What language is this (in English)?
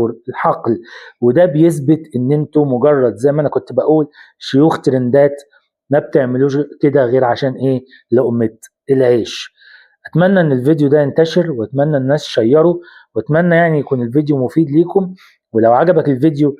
Egyptian Arabic